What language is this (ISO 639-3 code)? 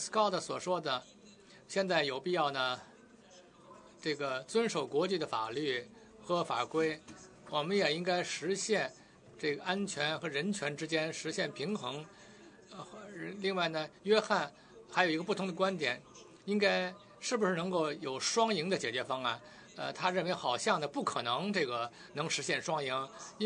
zho